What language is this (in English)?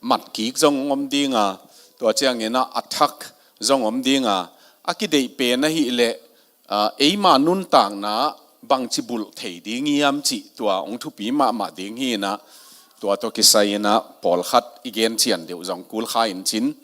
Tedim Chin